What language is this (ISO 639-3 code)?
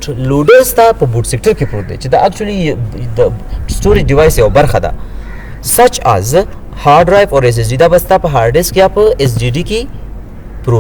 pus